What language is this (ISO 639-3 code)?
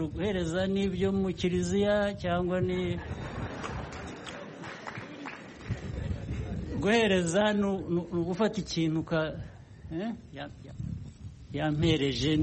kin